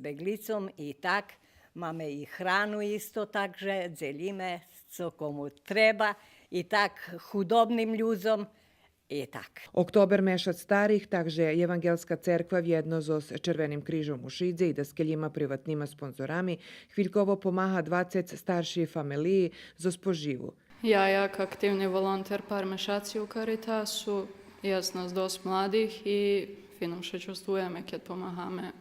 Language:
Rusyn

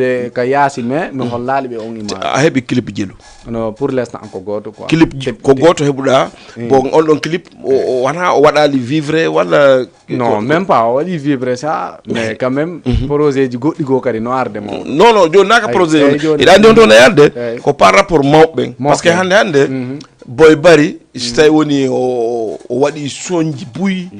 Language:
Fula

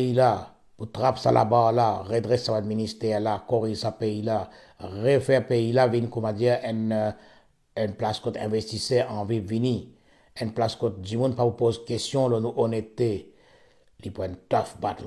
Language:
Morisyen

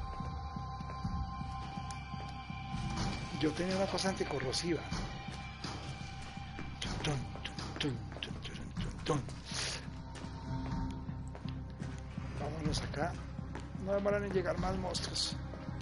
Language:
Spanish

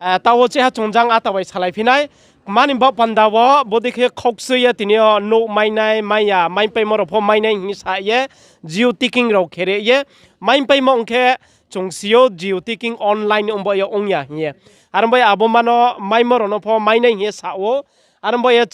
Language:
Riang (India)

